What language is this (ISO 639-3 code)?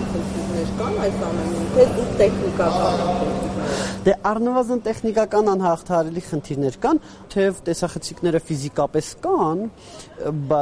hye